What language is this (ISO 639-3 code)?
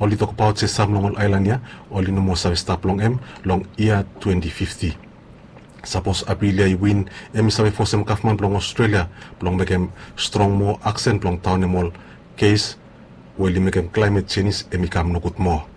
bis